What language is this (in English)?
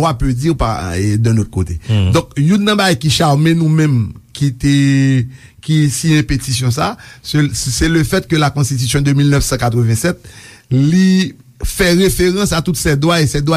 Haitian Creole